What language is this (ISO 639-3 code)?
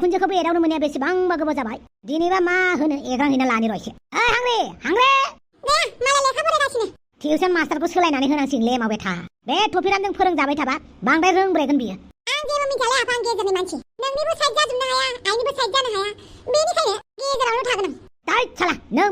brx